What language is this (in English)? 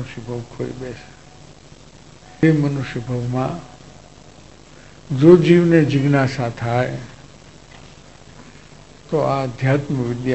Gujarati